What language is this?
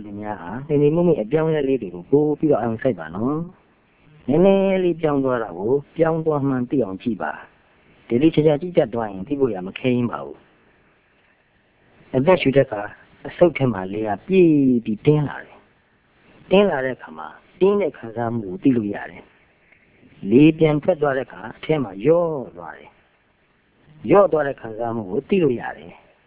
Burmese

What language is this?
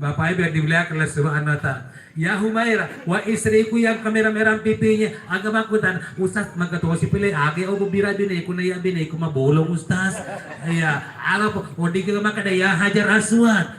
Buginese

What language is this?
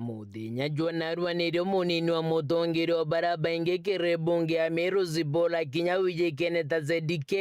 Meru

